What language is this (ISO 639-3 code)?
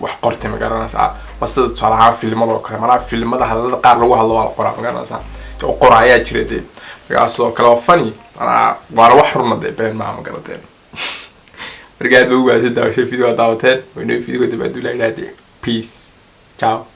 som